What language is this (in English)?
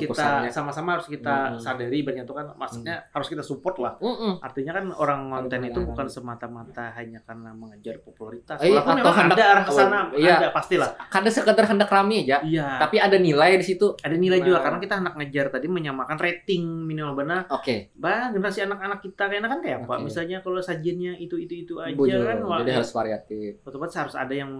Banjar